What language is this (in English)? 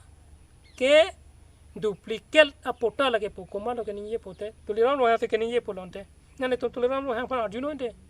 Karbi